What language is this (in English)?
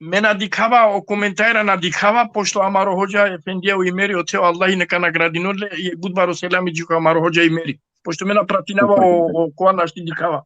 Balkan Romani